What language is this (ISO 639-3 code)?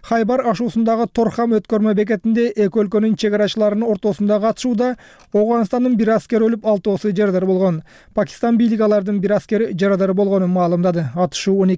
kir